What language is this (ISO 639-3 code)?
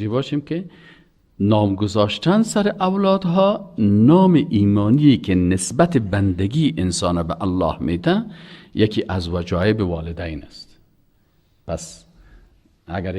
fas